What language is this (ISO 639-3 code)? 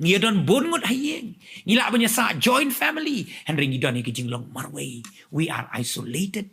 kha